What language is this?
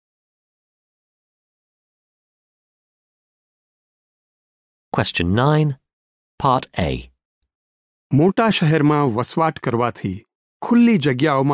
Gujarati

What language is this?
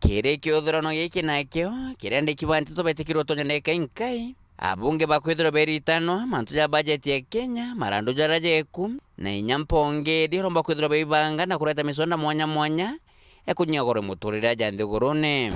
Meru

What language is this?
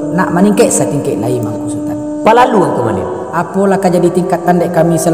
Minangkabau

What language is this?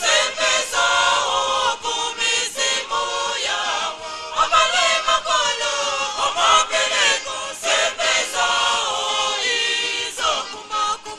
Nyanja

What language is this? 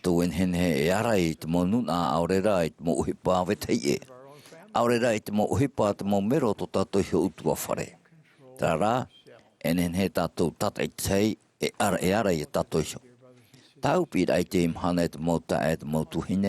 Tahitian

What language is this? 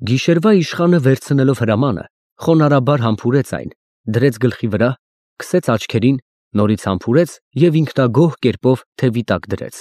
Armenian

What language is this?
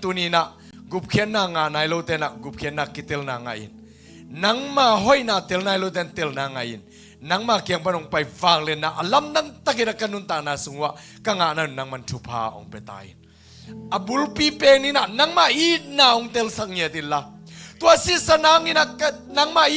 Tedim Chin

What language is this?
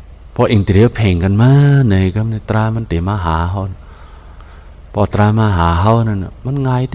Shan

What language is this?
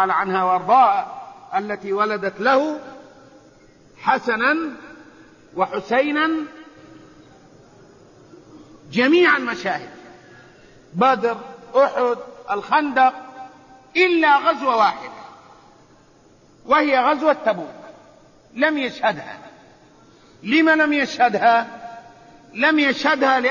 Arabic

